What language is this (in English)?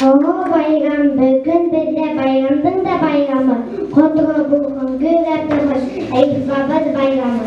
Bashkir